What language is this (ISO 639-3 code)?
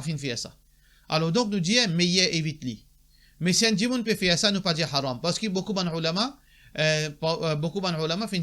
mfe